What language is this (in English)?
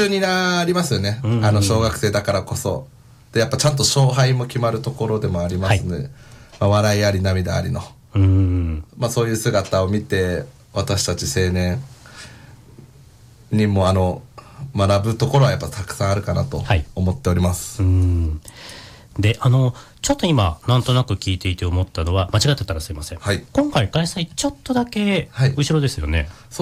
Japanese